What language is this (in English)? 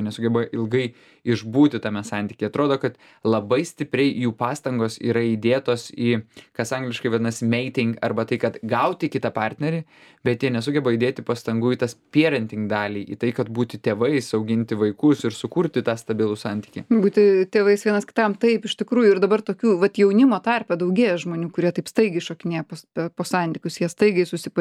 Lithuanian